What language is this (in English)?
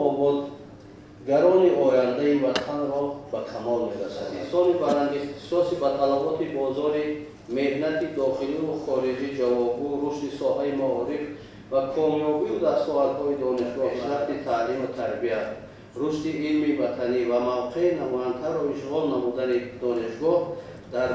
Tajik